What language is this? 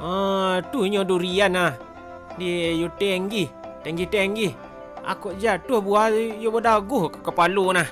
Minangkabau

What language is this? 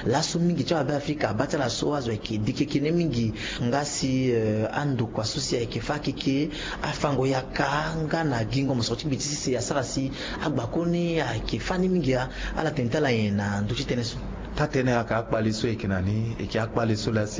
Sango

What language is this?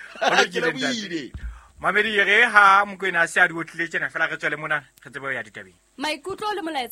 Southern Sotho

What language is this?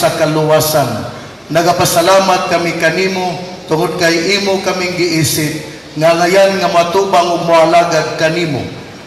Cebuano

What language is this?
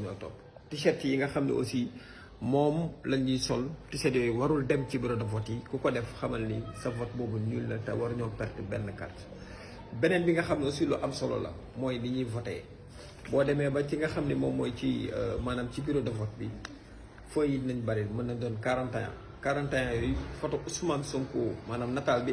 Wolof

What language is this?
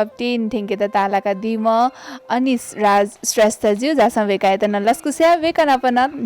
Newari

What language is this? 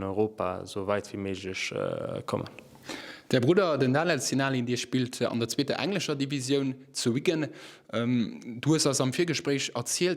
Luxembourgish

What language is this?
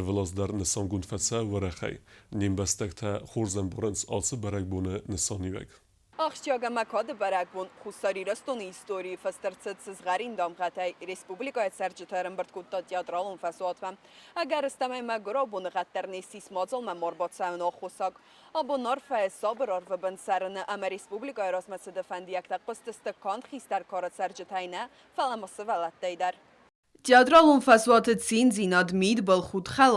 Ossetic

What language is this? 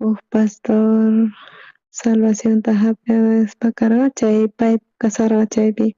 South Bolivian Quechua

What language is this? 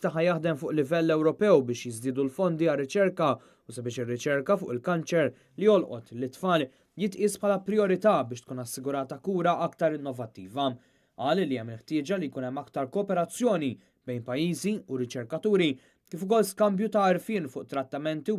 Maltese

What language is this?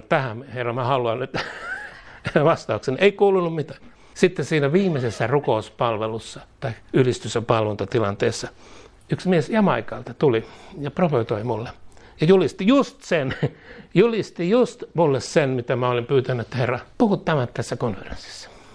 Finnish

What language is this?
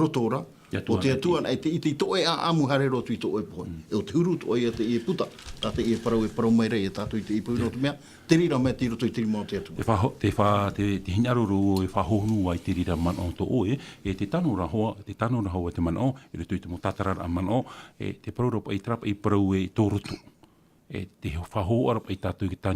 Tahitian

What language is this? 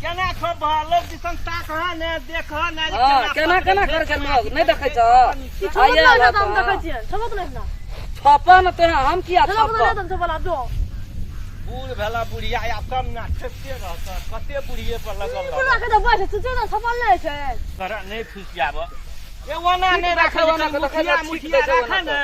Maithili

